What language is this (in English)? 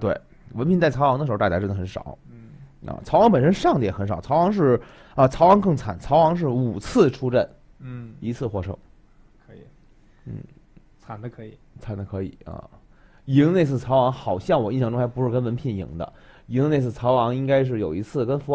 Chinese